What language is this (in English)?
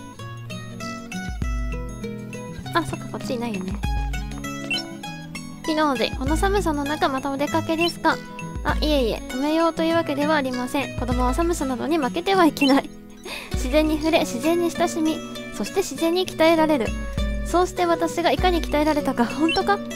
Japanese